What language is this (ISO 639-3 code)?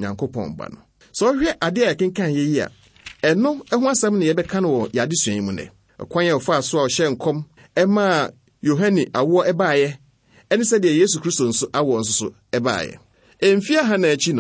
aka